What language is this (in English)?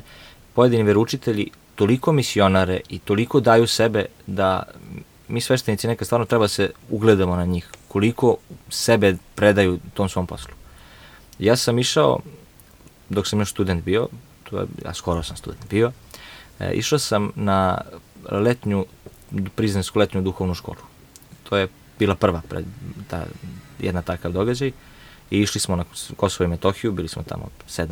Serbian